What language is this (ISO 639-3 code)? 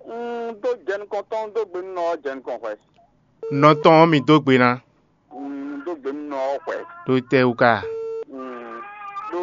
fon